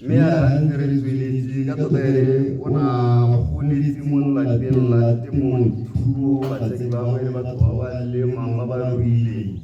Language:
Tswana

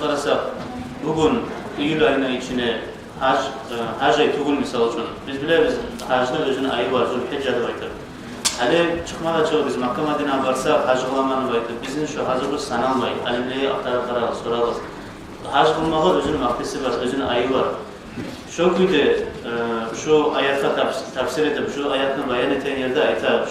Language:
Kumyk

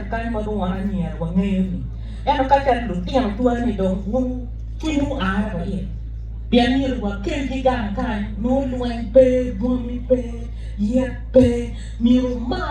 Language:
Acoli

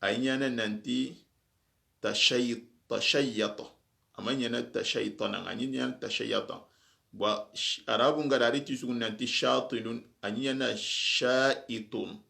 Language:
Soninke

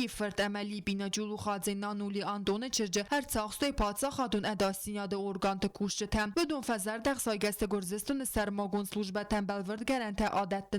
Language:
Ossetic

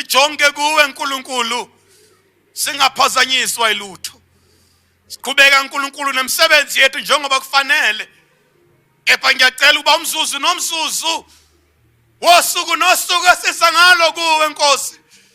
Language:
Zulu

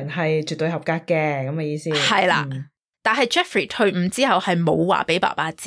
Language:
Cantonese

